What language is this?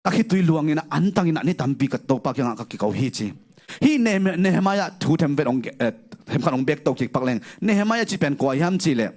Tedim Chin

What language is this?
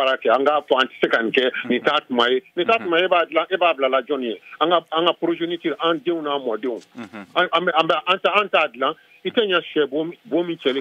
Bambara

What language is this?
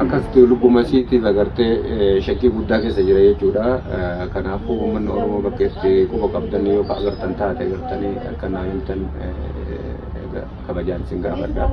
Oromo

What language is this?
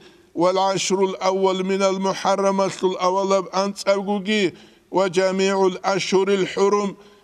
Avaric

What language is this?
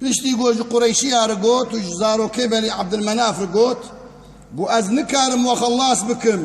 Kurdish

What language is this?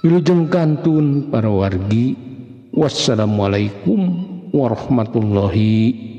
Sundanese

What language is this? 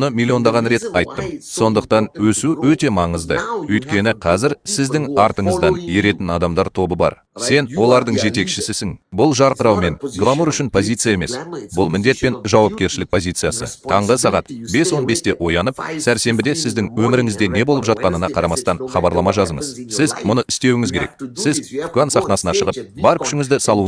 Kazakh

